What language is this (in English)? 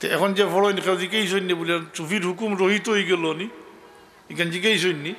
Sylheti